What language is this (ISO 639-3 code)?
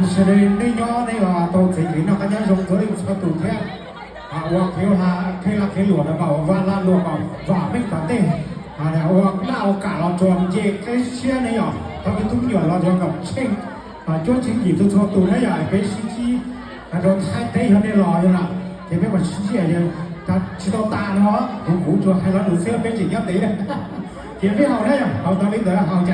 hmn